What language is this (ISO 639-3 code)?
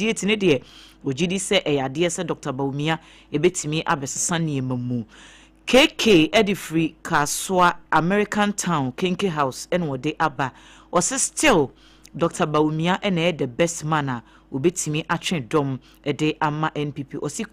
aka